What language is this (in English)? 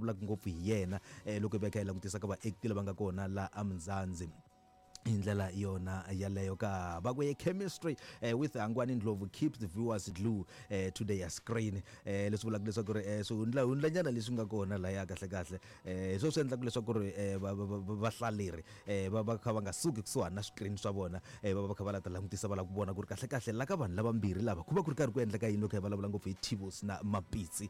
Tsonga